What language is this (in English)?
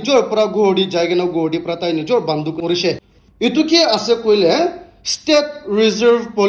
Naga Pidgin